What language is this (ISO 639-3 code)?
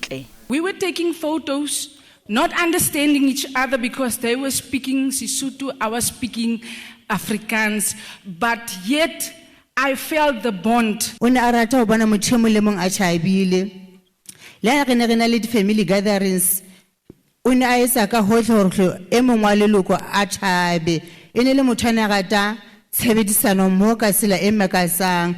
tsn